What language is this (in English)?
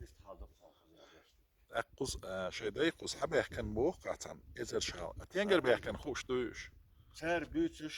Chechen